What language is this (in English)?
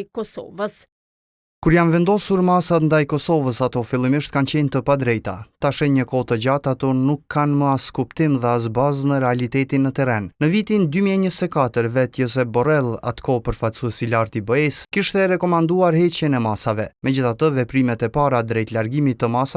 Albanian